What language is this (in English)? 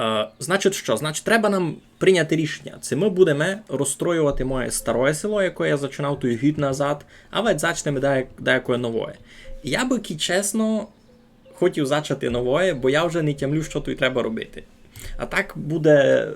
Rusyn